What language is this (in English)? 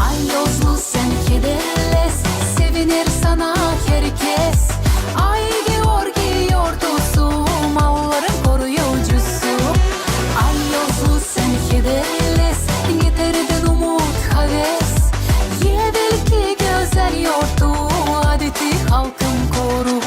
Gagauz